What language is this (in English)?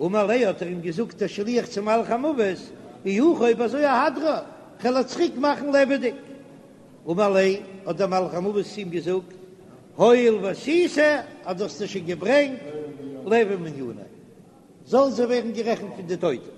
Yiddish